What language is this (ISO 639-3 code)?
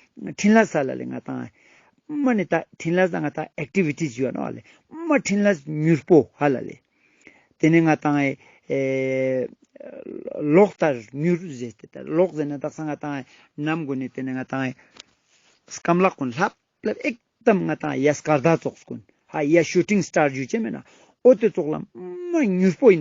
lbj